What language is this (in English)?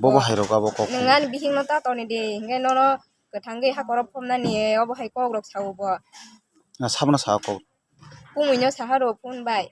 Kok Borok